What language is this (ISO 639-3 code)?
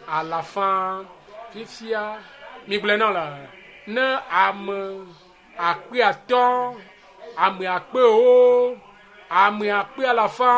ewe